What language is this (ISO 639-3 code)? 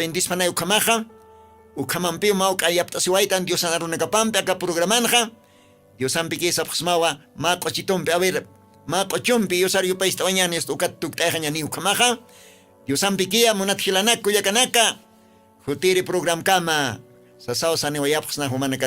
aym